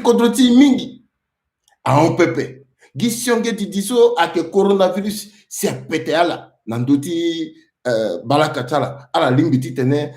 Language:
Sango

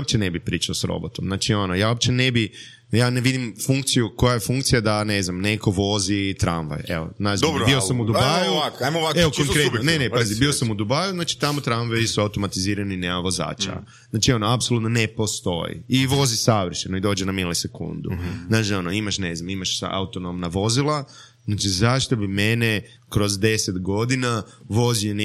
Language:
Croatian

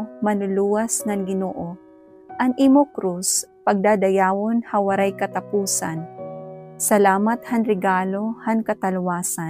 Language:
Waray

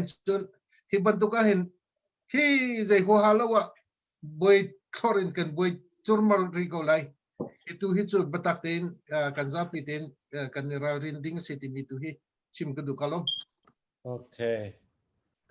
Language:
Hakha Chin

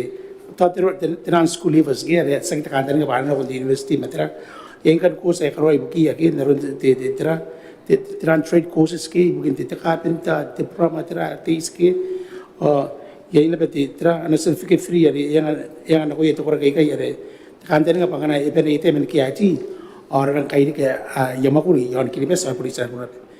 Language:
Gilbertese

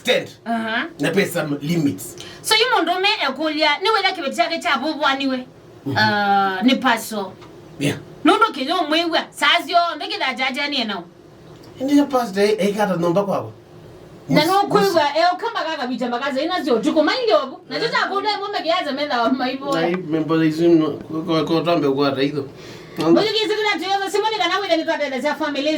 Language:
Kamba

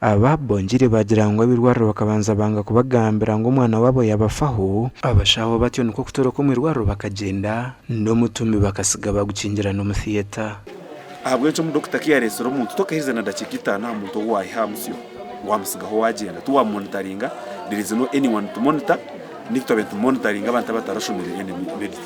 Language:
Nyankole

